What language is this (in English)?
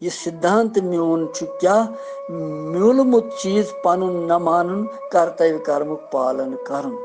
Kashmiri